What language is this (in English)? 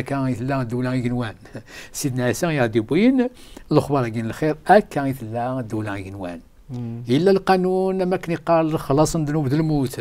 Kabyle